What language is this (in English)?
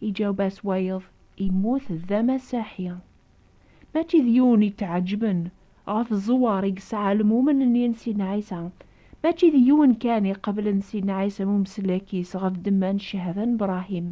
Kabyle